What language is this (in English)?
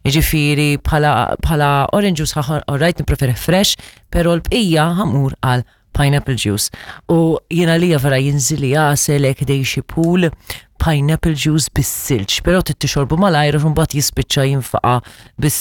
Maltese